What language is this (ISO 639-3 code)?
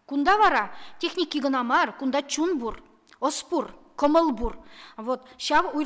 chv